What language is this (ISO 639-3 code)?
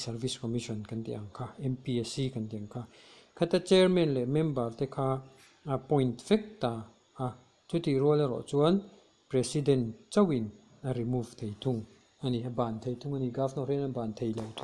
lus